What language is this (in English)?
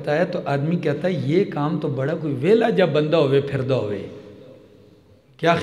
Urdu